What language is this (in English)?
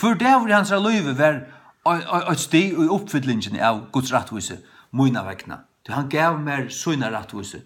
Faroese